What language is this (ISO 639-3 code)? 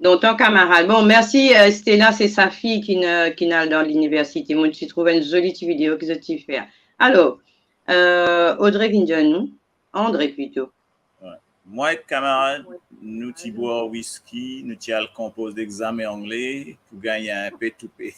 mfe